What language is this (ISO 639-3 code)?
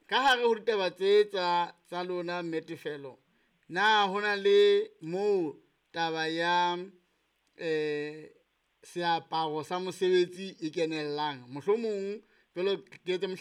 sot